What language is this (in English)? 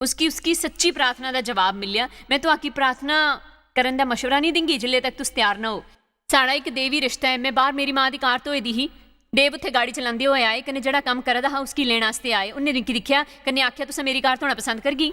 Dogri